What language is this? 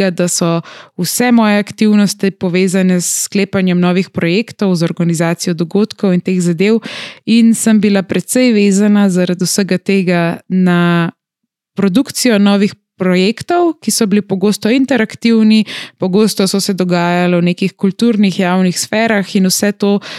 Slovenian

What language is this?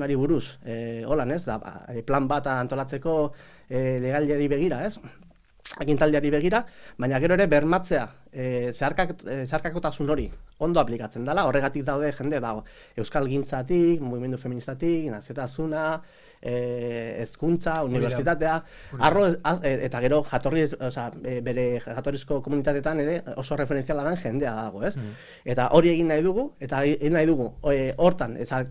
Basque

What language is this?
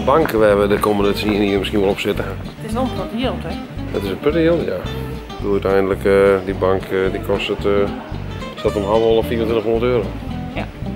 Western Frisian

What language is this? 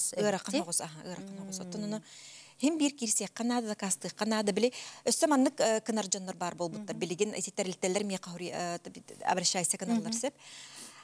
Yakut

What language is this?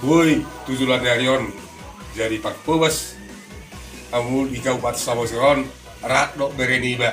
Batak Toba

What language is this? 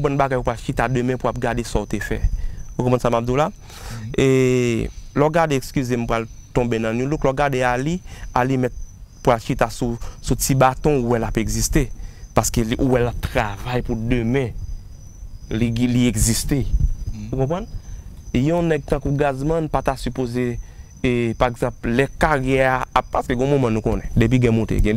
Haitian Creole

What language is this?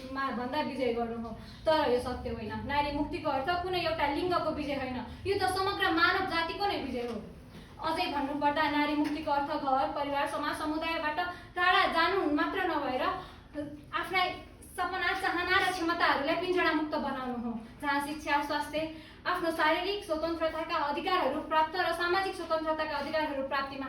Nepali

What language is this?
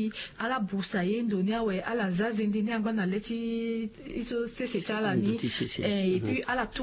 Sango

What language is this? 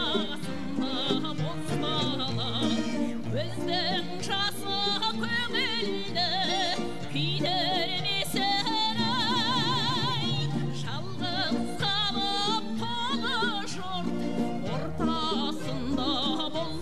Kazakh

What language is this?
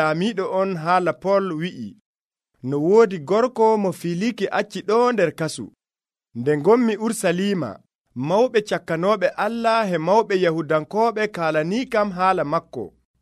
Nigerian Fulfulde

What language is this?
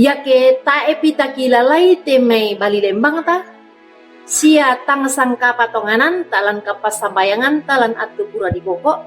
Toraja-Sa'dan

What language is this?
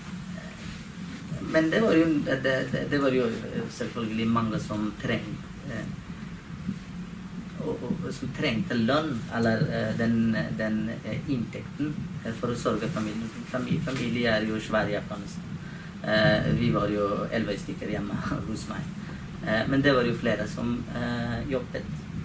Norwegian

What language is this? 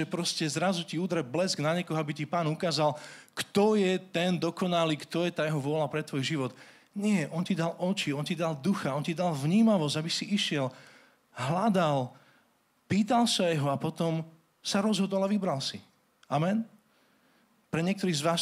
Slovak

